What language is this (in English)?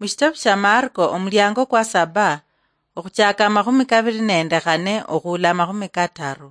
Luyia